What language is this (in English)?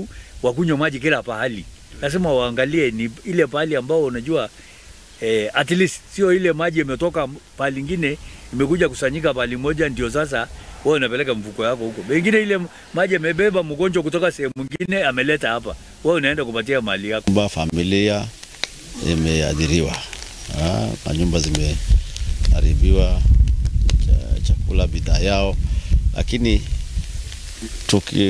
Swahili